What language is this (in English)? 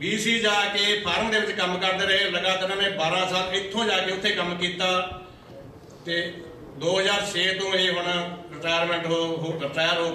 Punjabi